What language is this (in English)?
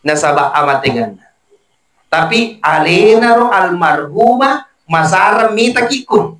Buginese